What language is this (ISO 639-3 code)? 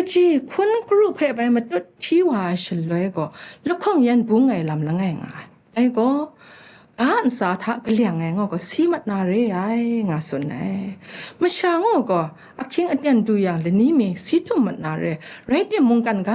kac